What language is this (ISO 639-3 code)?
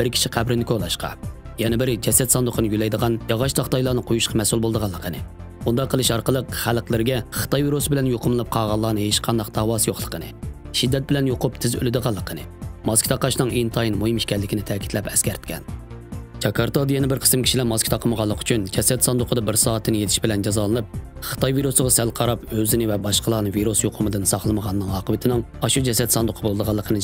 uig